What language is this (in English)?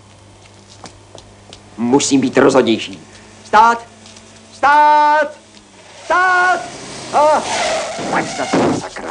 Czech